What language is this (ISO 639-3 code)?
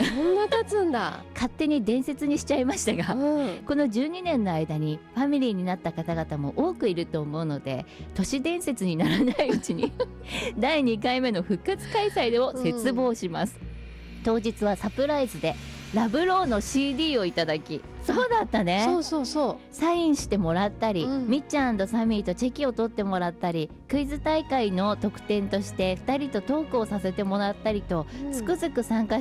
jpn